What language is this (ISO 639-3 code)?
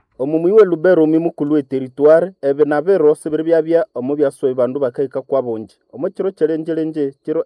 nnb